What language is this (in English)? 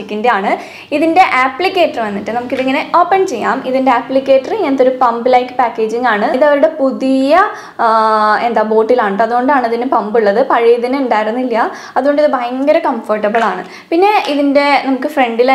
Malayalam